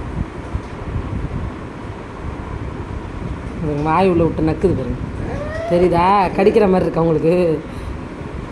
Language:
Tamil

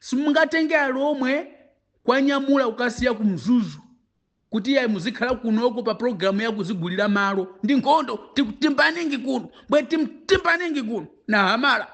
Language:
Nyanja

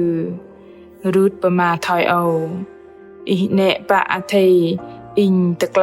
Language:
Bahnar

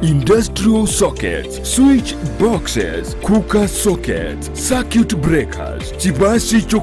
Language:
Gusii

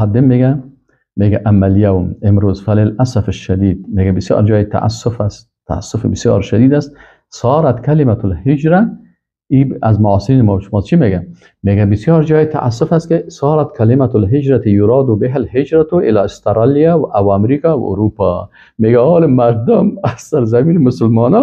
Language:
Persian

